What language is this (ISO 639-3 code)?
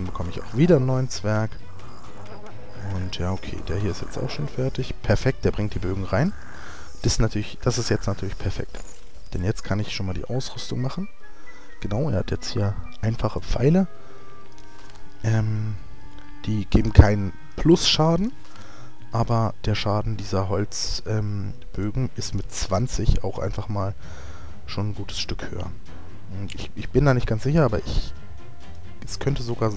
deu